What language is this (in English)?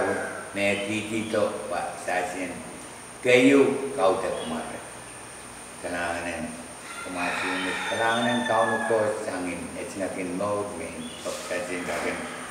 Pohnpeian